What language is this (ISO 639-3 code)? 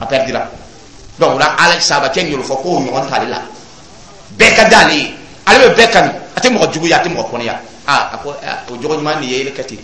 dyu